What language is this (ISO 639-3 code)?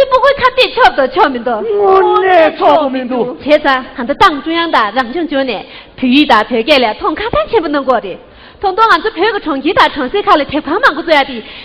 bod